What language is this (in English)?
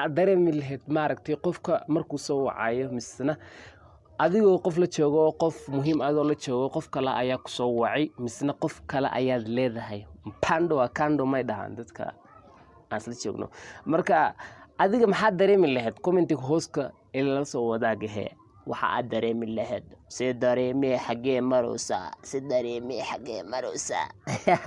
Somali